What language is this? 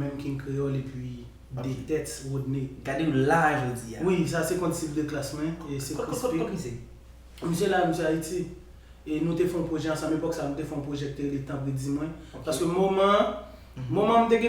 Haitian Creole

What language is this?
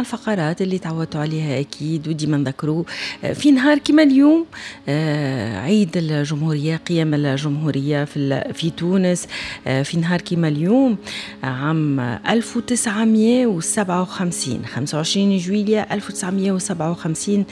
Tunisian Arabic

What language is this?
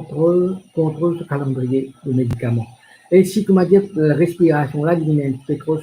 Morisyen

